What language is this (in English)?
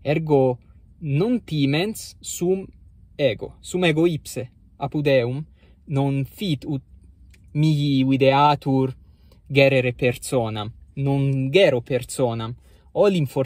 Latin